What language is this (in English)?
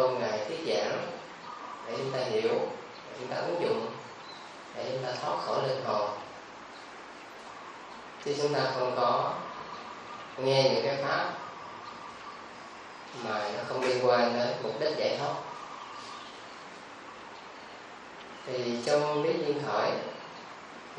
Vietnamese